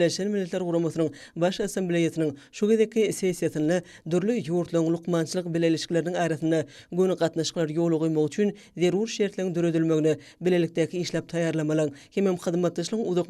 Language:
Turkmen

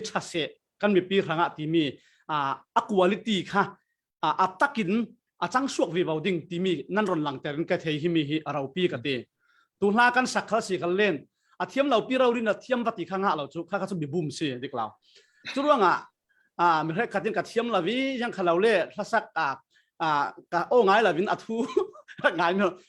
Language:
Falam Chin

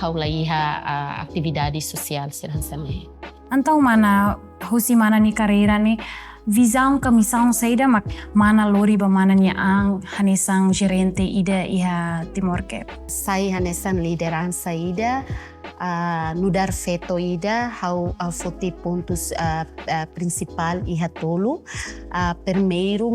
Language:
Tetum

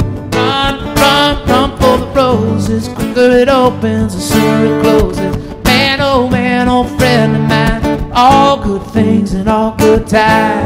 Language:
English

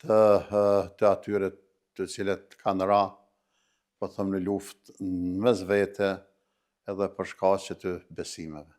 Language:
Albanian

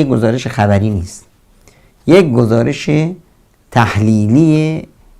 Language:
Persian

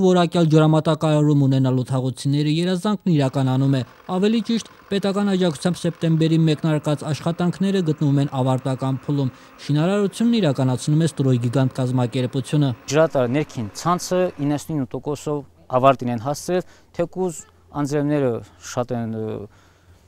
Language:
Armenian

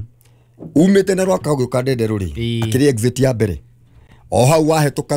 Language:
Kikuyu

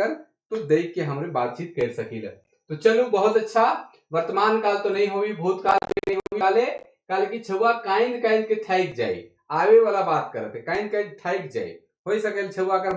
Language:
Sadri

